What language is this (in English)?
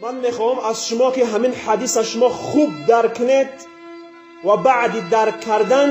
Tajik